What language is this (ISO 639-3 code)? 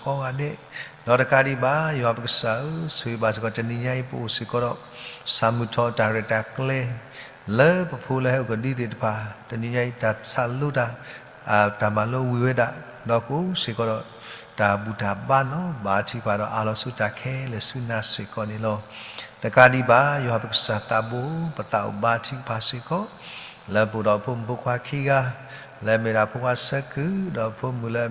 ksw